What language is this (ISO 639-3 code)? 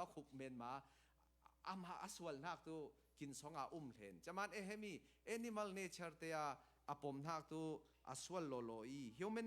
cfm